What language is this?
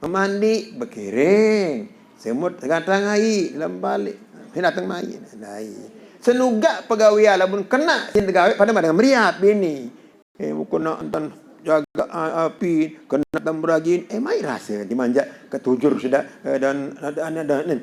Sasak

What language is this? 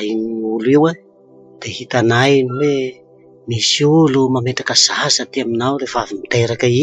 Malagasy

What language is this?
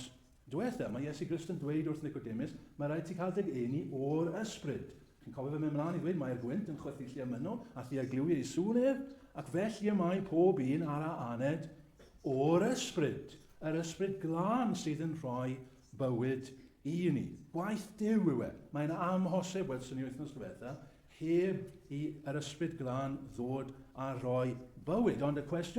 Welsh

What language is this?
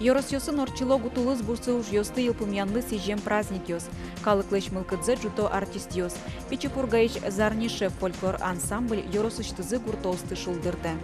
Udmurt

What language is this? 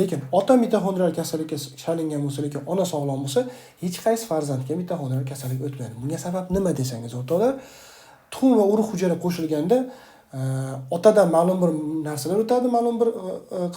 Uzbek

